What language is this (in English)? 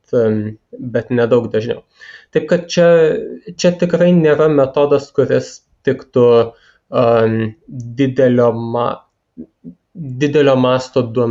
Lithuanian